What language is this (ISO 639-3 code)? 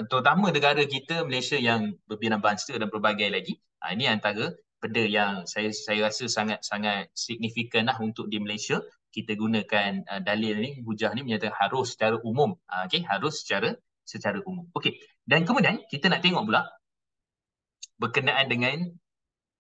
msa